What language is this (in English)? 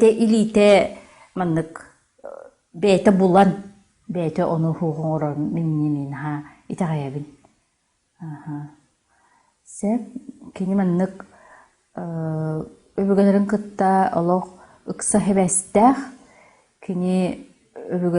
Yakut